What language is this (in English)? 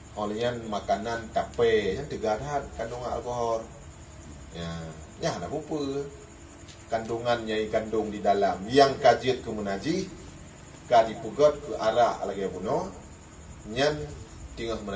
Achinese